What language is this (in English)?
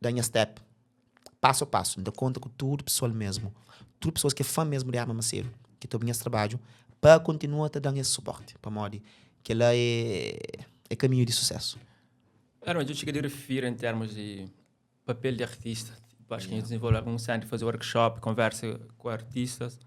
Kabuverdianu